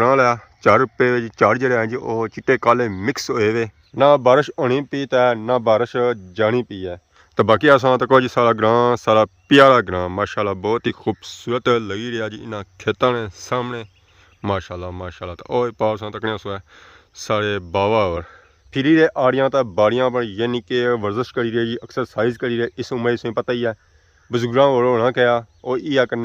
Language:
Pahari-Potwari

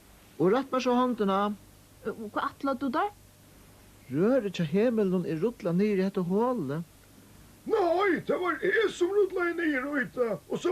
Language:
Faroese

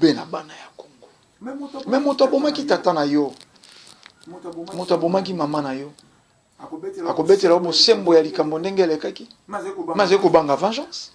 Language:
Lingala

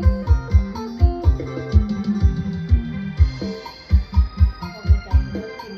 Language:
Lao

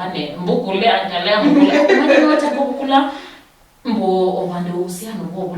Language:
Luyia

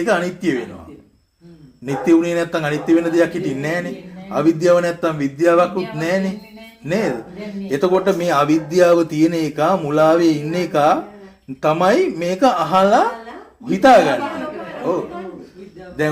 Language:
Sinhala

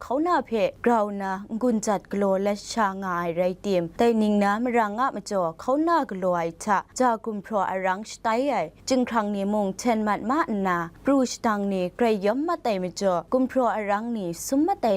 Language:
Kachin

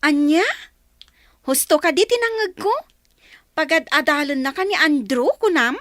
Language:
Iloko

